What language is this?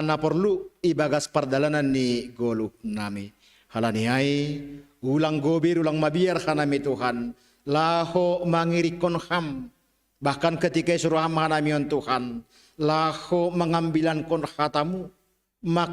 Batak Simalungun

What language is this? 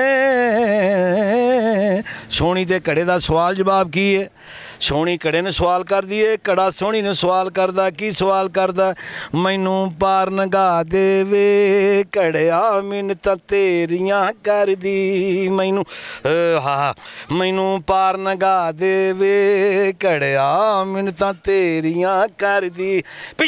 Punjabi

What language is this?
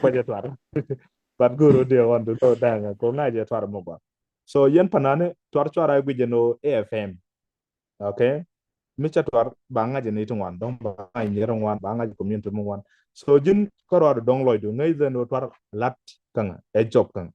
Nuer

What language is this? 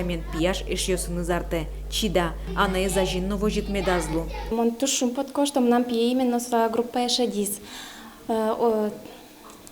Udmurt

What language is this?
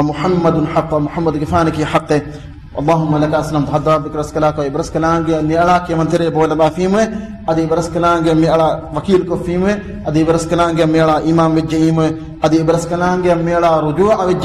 Divehi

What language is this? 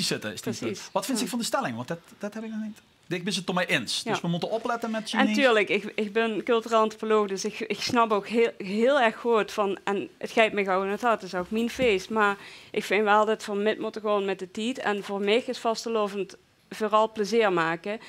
Limburgish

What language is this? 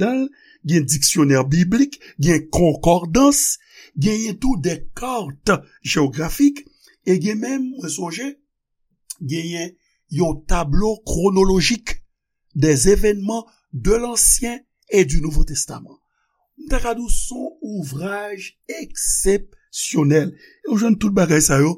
Haitian Creole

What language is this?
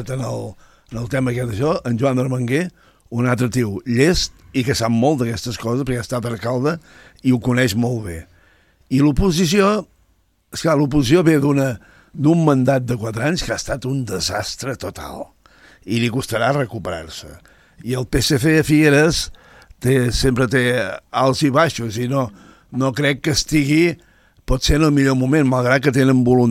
Catalan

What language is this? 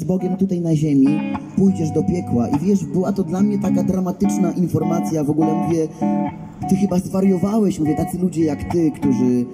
Polish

